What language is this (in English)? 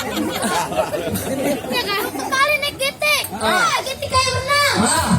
Betawi